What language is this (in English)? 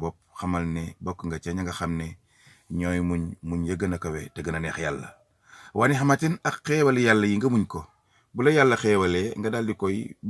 Wolof